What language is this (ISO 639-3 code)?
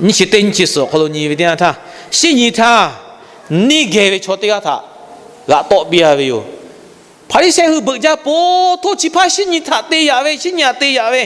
lhu